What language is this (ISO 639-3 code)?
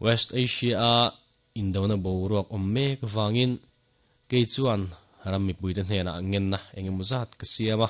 lus